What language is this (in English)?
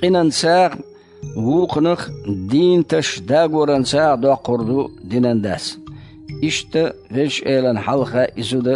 Chechen